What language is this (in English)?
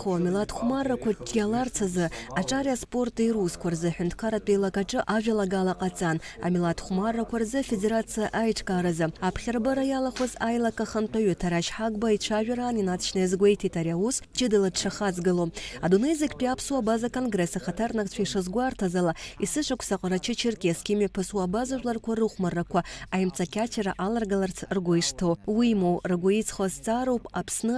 Abkhazian